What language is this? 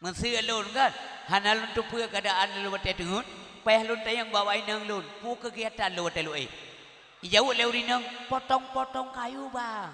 Achinese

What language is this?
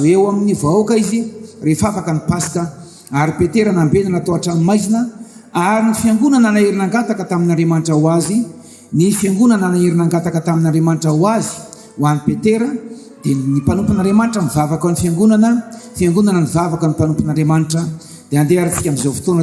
Malagasy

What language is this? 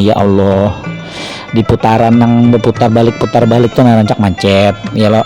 Banjar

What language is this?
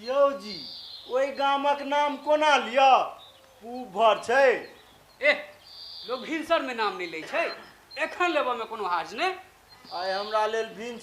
Maithili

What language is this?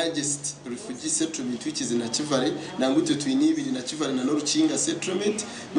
Nyankole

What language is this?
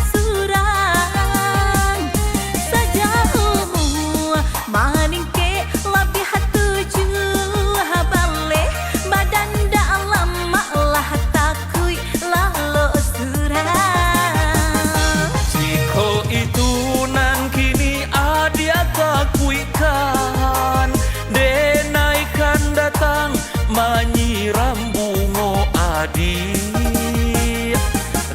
Minangkabau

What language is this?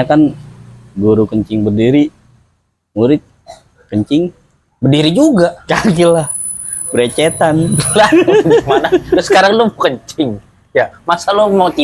Betawi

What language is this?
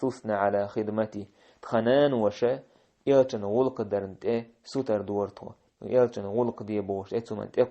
Chechen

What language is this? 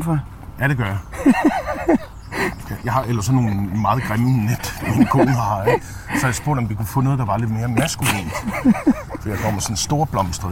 Danish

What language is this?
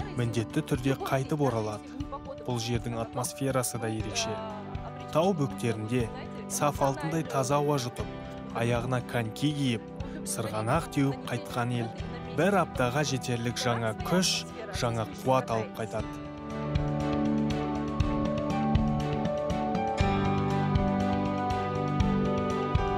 Kazakh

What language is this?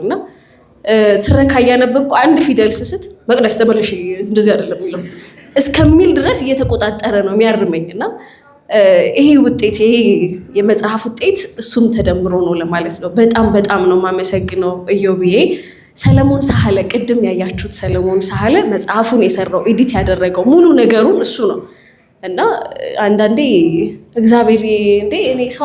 Amharic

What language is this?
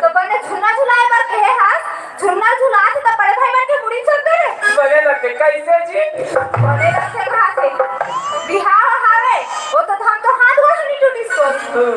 Chhattisgarhi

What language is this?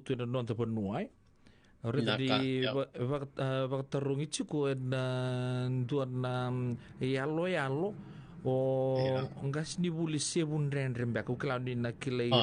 Fijian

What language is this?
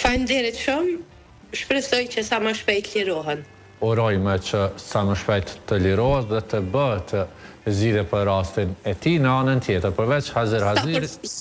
Albanian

